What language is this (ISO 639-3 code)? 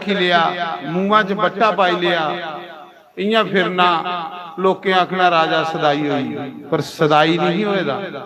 doi